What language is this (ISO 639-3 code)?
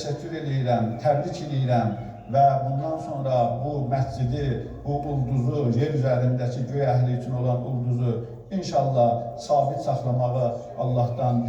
aze